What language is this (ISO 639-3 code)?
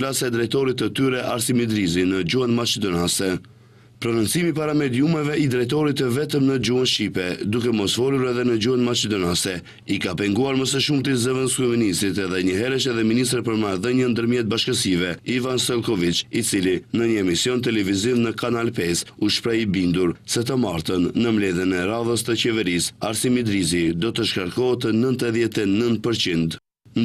sqi